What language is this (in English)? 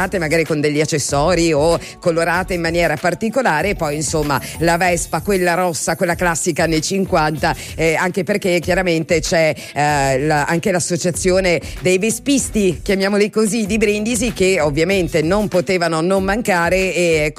Italian